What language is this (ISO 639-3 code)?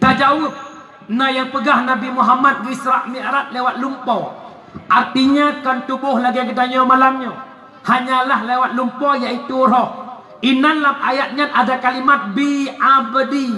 ace